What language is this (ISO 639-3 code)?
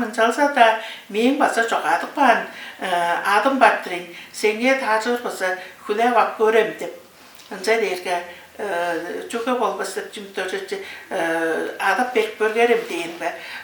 tyv